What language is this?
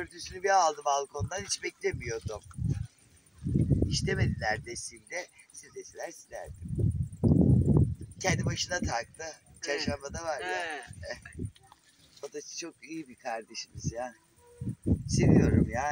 Turkish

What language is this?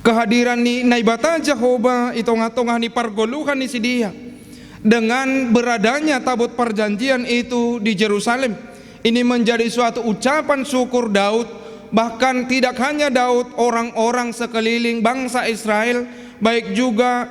Batak Simalungun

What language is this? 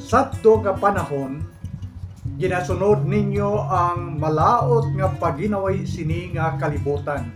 Hiligaynon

